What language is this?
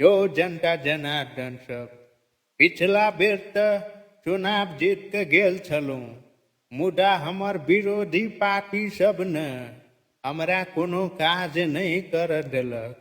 Maithili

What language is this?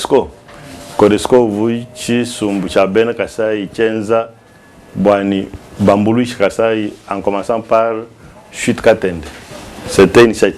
Luba-Lulua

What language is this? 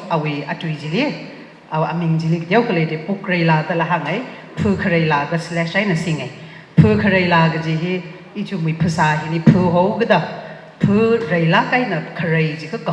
Tangkhul Naga (India)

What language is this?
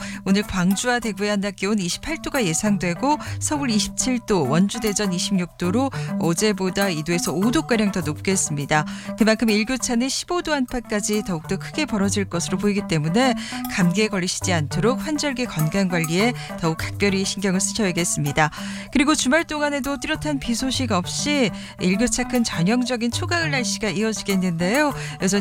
Korean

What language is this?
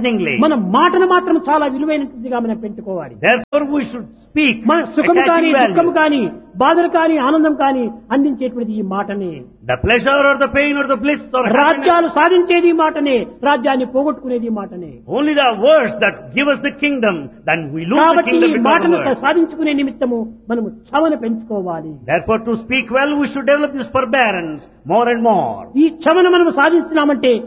Telugu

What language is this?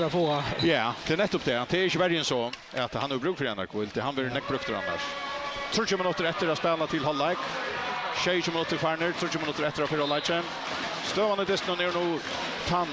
Faroese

